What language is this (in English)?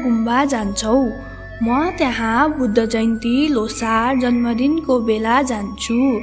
Nepali